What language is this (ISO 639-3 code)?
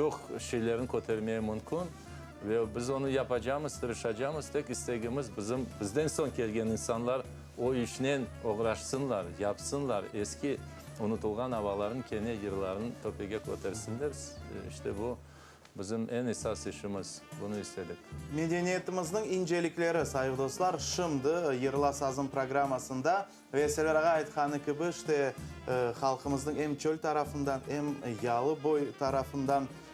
crh